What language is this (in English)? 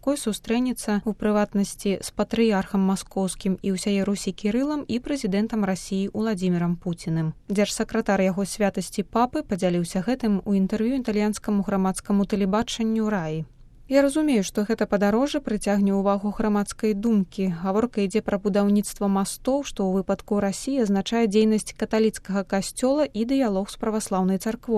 Belarusian